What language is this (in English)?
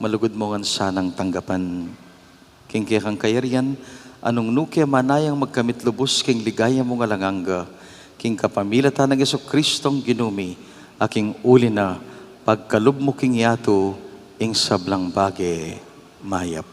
Pampanga